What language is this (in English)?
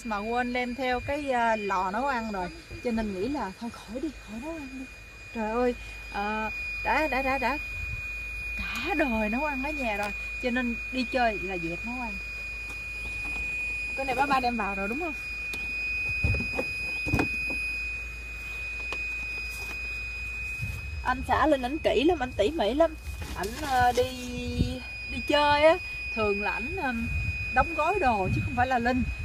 Vietnamese